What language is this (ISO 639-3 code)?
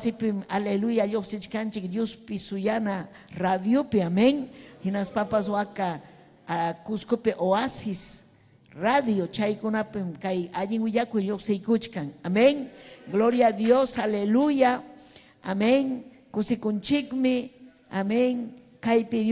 quy